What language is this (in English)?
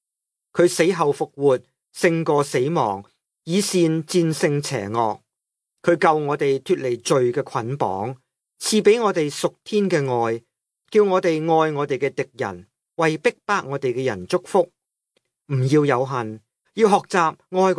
Cantonese